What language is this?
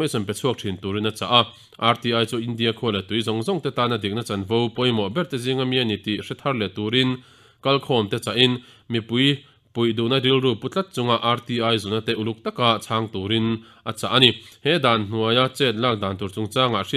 Mizo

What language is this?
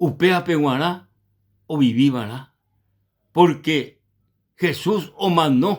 Guarani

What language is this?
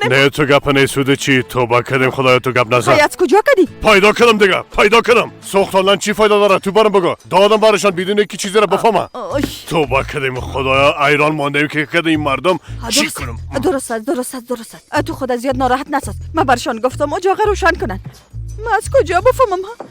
Persian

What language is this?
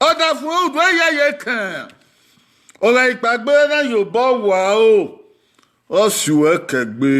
Bini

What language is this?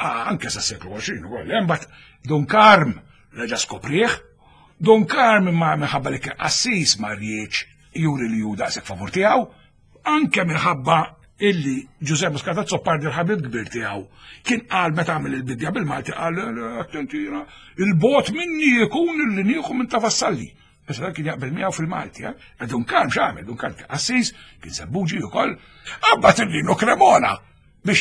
Maltese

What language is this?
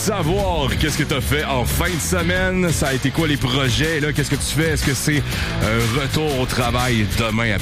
French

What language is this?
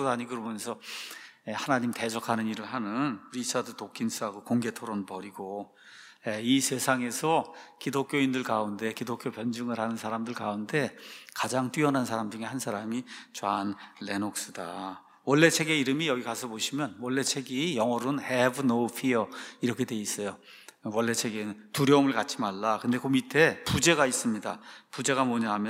Korean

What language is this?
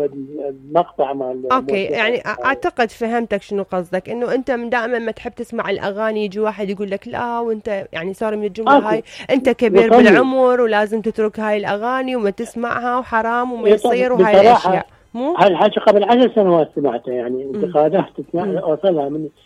Mesopotamian Arabic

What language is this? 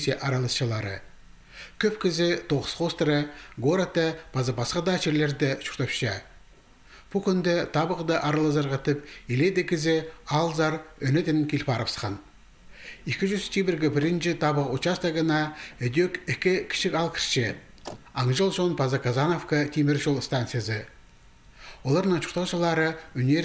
Khakas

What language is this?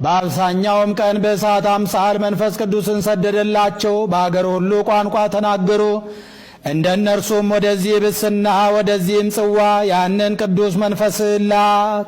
Amharic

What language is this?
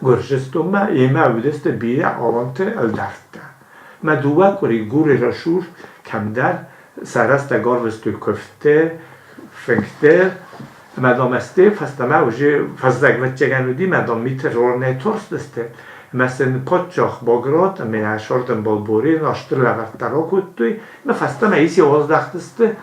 Ossetic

